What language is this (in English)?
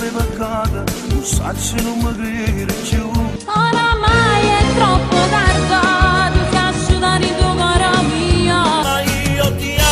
Neapolitan